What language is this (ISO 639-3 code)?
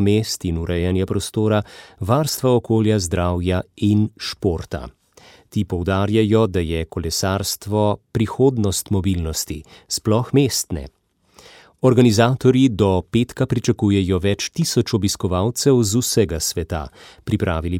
slv